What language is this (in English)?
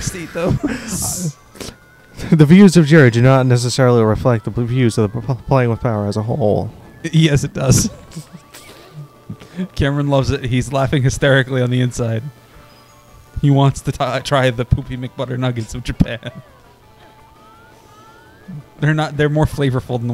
English